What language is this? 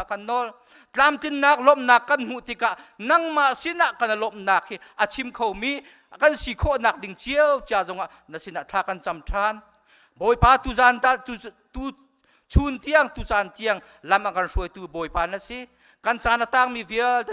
Hakha Chin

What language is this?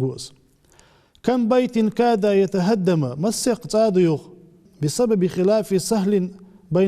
Ingush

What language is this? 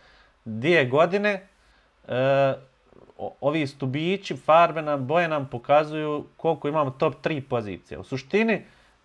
Bosnian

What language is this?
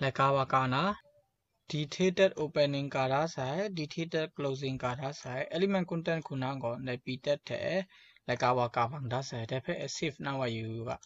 Kachin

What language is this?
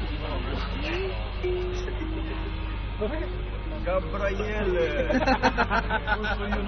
Italian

